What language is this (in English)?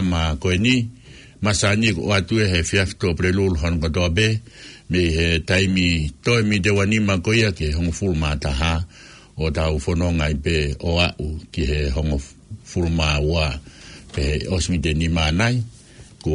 Tongan